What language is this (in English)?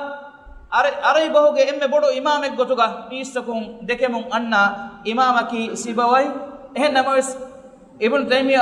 Divehi